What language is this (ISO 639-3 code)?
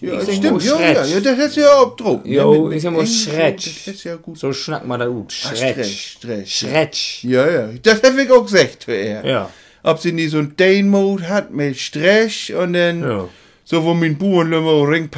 nds